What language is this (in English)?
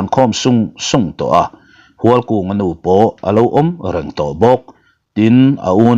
Mizo